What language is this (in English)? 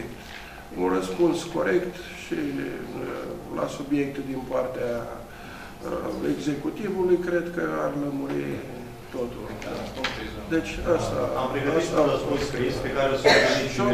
Romanian